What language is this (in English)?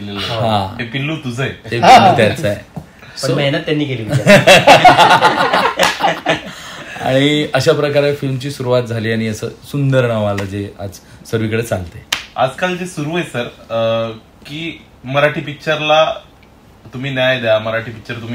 Marathi